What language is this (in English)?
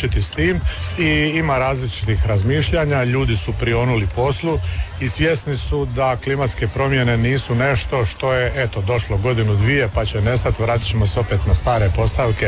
Croatian